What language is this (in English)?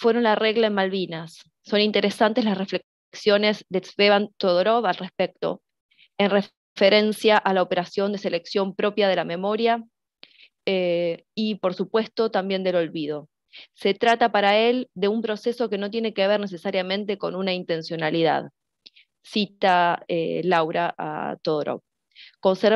Spanish